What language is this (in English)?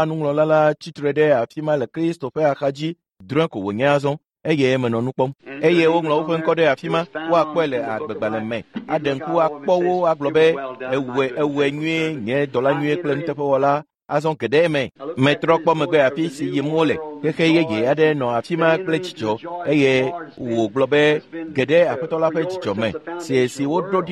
Ewe